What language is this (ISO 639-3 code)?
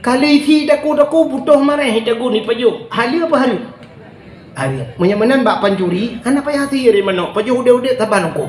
ace